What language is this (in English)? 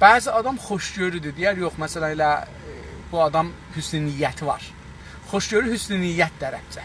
South Azerbaijani